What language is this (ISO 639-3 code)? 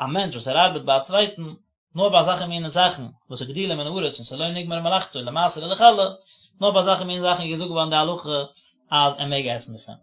yid